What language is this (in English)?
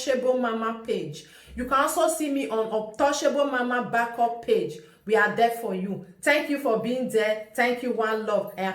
Nigerian Pidgin